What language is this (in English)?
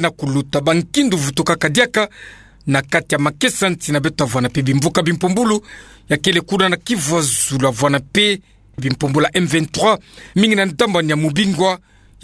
Kituba (Democratic Republic of Congo)